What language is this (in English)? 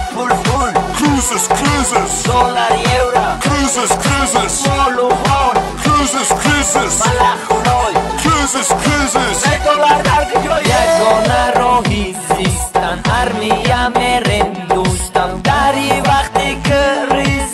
Tajik